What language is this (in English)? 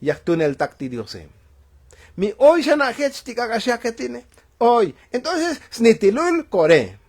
Tzotzil